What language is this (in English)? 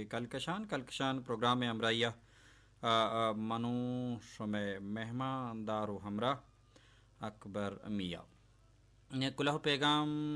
Baluchi